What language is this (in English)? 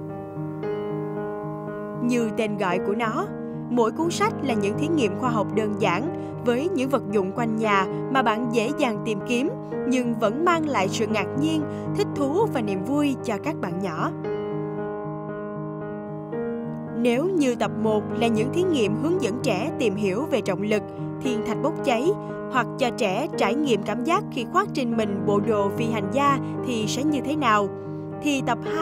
Vietnamese